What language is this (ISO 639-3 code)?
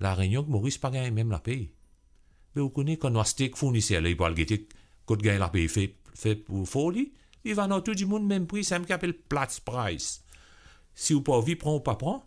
mfe